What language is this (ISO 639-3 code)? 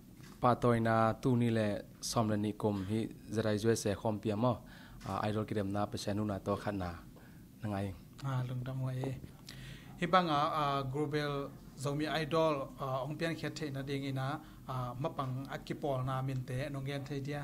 ctd